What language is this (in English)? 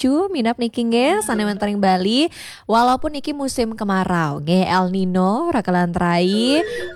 Balinese